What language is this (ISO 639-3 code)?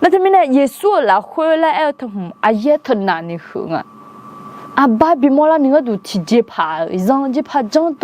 ahk